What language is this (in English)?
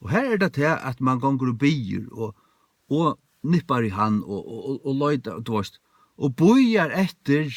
Faroese